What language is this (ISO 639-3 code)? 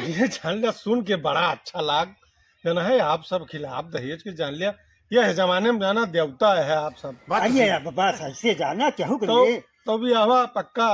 awa